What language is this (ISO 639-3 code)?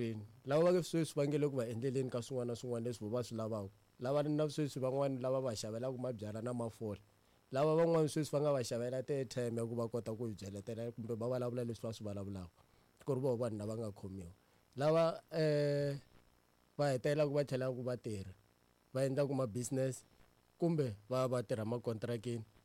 tso